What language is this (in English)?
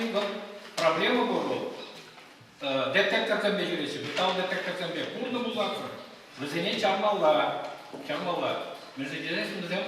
Chuvash